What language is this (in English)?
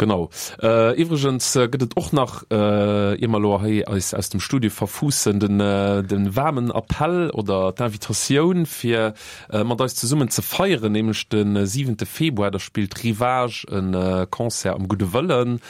Luxembourgish